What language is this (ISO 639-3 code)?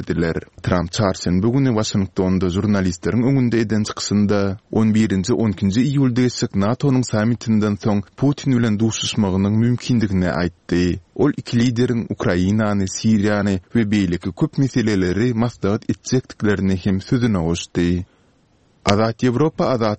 tuk